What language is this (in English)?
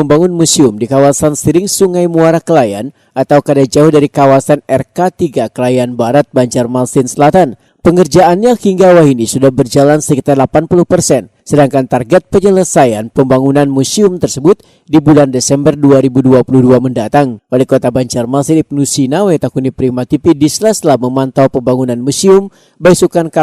Banjar